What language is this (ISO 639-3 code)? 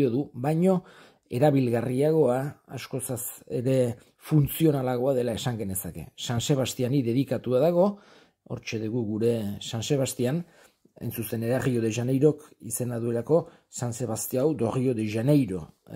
eus